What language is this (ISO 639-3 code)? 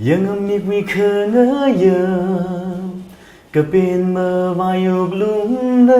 nmf